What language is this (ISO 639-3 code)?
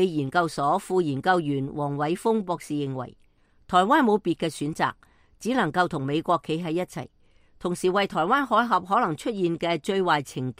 yue